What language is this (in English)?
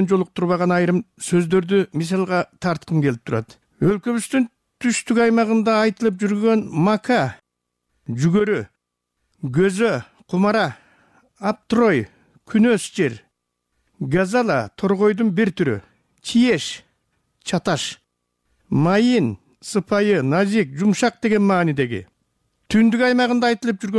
Kyrgyz